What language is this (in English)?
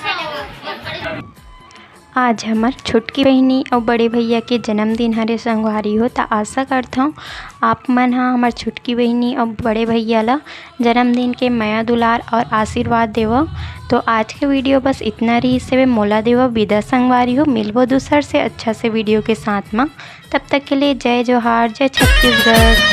Chhattisgarhi